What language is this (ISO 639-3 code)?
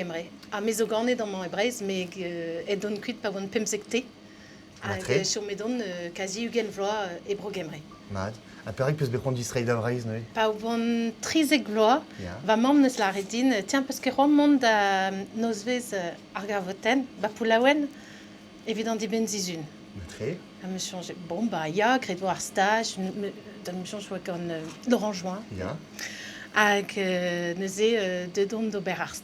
bre